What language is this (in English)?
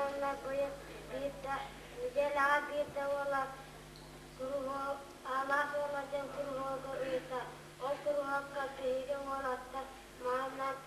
Yakut